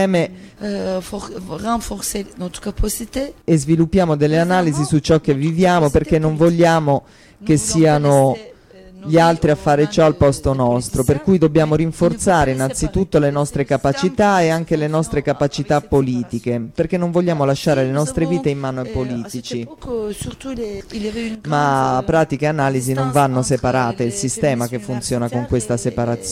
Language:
Italian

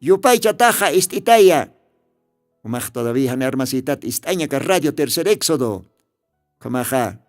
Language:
Aymara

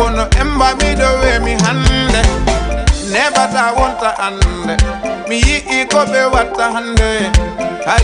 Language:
Fula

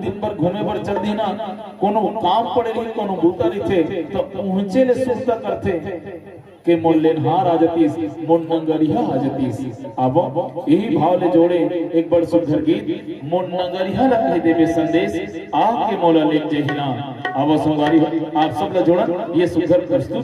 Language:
Chhattisgarhi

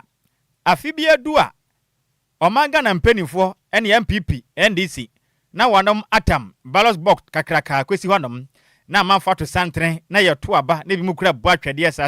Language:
Akan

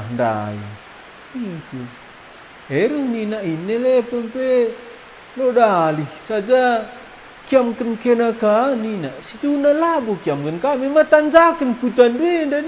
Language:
Batak Karo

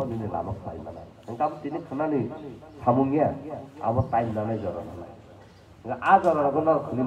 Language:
Kok Borok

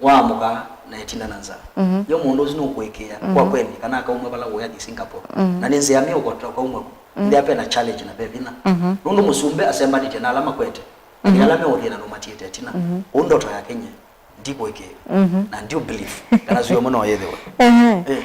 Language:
Kamba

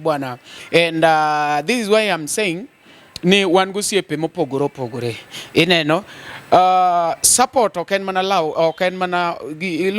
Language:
Luo (Kenya and Tanzania)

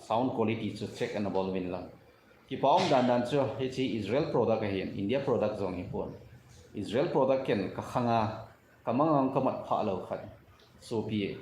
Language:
Thado Chin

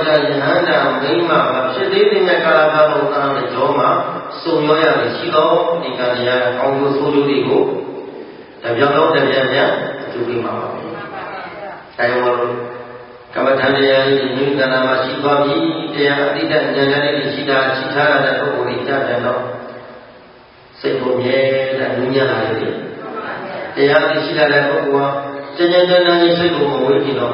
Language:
Burmese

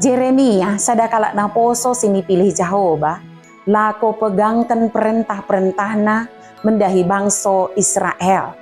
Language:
Batak Dairi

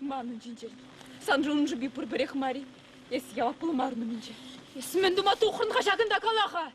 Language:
Chuvash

